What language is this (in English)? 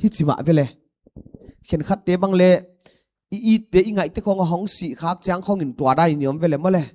Paite Chin